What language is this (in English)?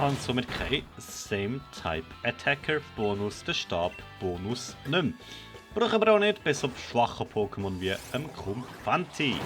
Swiss German